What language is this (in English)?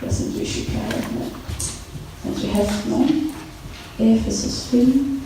Faroese